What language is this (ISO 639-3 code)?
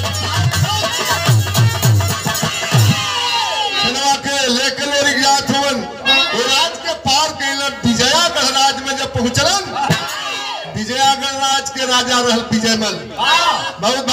bho